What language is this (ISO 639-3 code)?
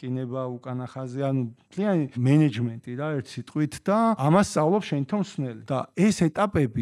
kat